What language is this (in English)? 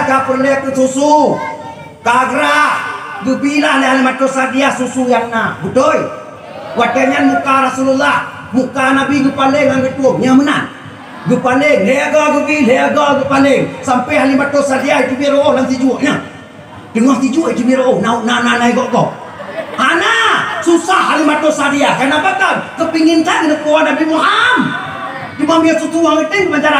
Achinese